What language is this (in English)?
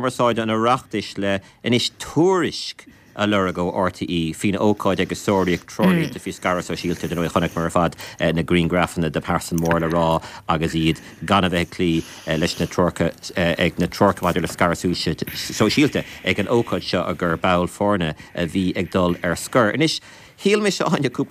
Irish